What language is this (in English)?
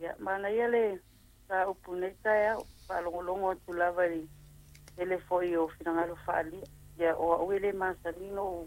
Samoan